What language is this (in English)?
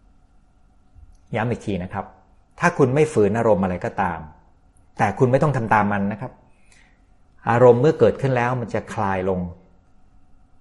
Thai